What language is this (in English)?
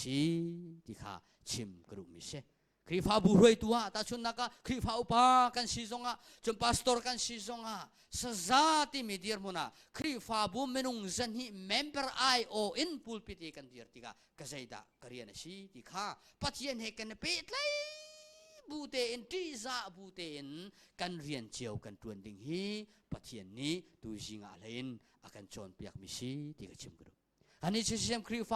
Hakha Chin